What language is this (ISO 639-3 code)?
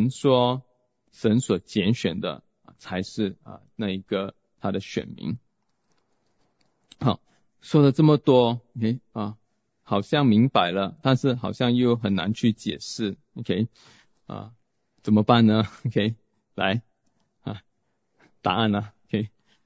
zho